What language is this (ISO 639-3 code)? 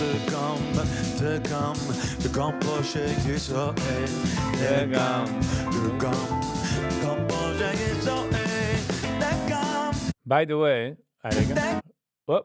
yid